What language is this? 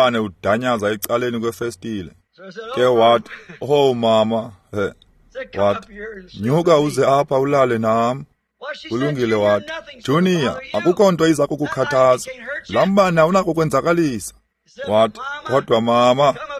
Xhosa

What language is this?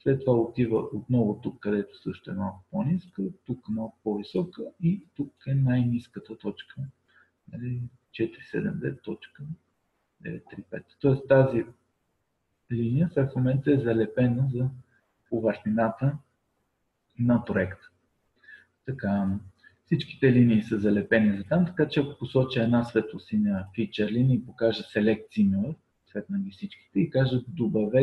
Bulgarian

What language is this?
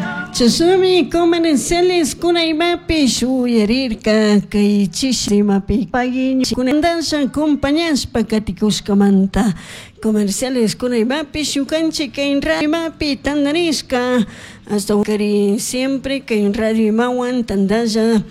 Chimborazo Highland Quichua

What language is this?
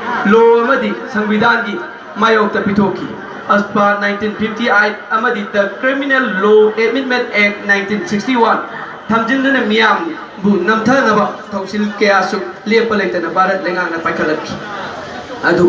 Manipuri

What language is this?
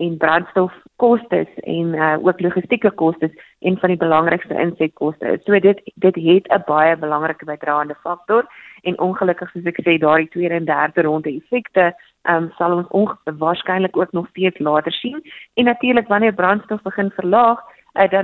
Afrikaans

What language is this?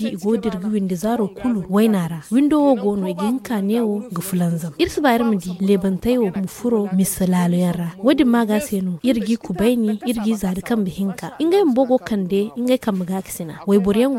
Zarma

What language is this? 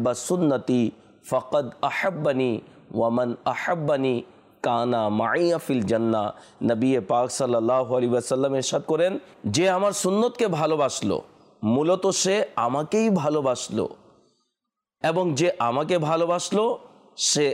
Bangla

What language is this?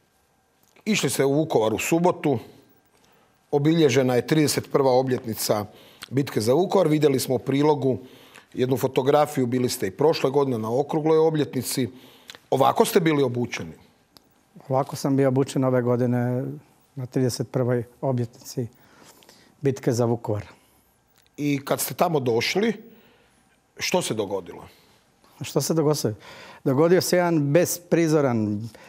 Croatian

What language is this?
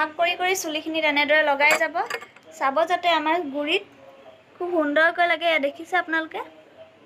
Assamese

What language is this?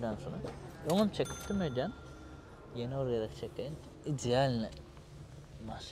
Turkmen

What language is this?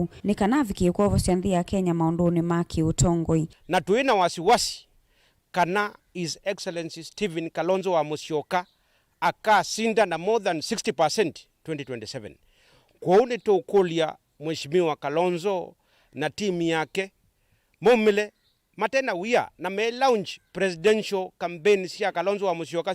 Kamba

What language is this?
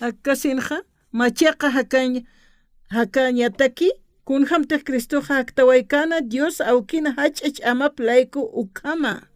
Aymara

